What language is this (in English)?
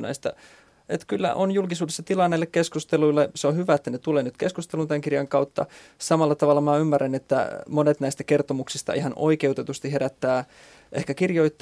Finnish